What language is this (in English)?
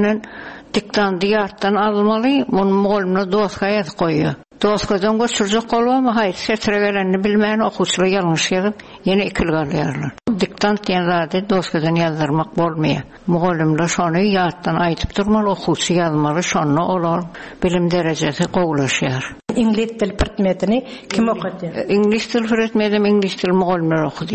Turkmen